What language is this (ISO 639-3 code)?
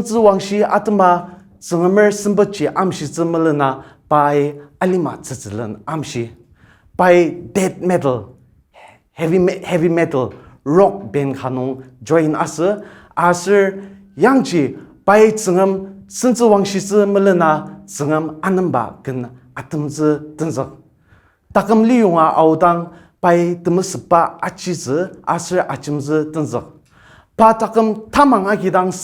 njo